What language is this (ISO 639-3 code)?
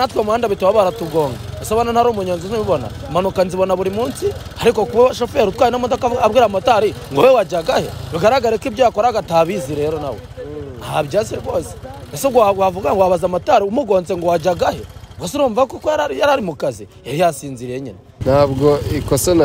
kin